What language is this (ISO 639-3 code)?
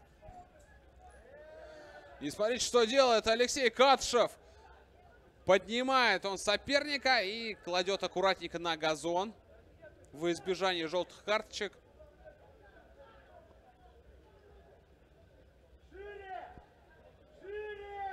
rus